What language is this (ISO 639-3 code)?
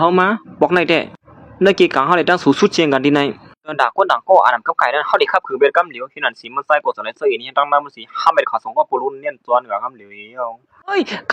shn